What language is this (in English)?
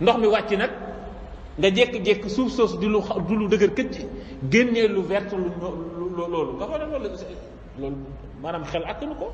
Wolof